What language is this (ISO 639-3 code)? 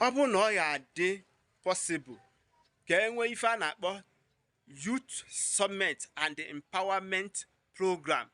ibo